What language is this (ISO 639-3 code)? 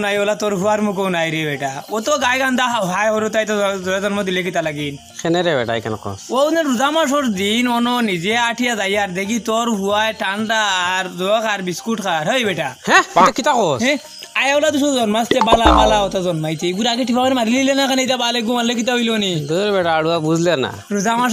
syl